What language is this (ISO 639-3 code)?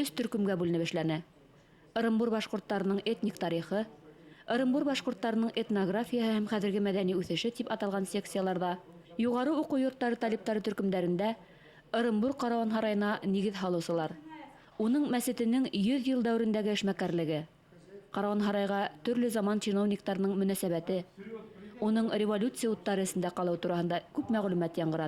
bak